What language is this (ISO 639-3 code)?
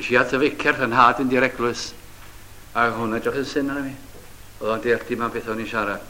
cym